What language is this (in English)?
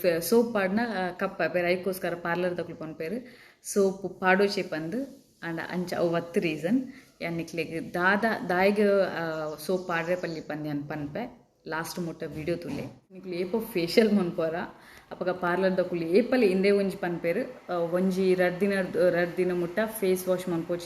Tulu